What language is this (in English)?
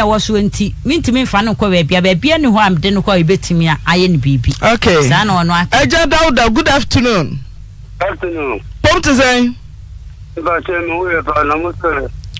Akan